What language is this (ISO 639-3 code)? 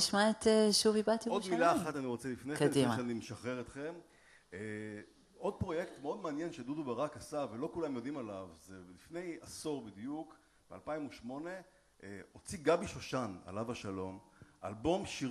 heb